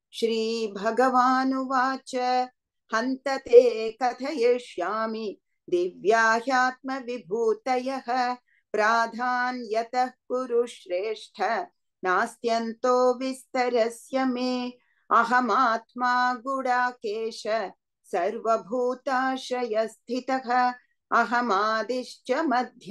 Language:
Sanskrit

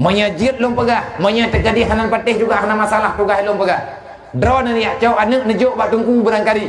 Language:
Achinese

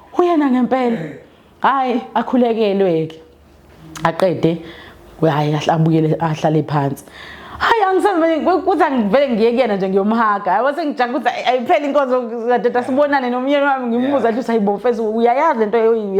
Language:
Zulu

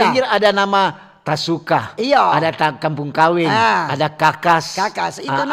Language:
Manado Malay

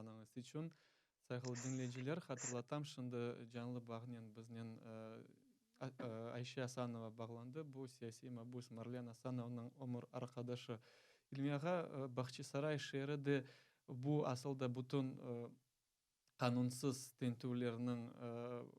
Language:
Crimean Tatar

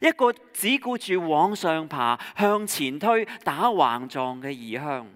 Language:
Cantonese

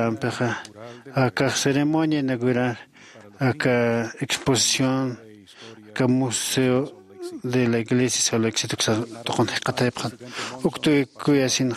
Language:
Aymara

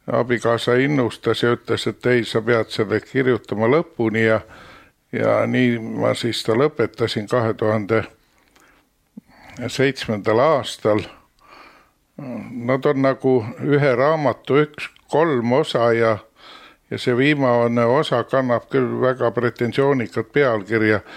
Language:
Estonian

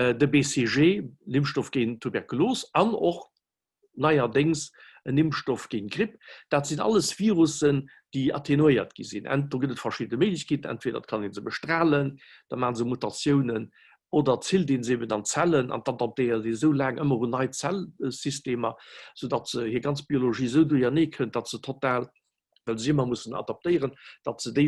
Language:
Luxembourgish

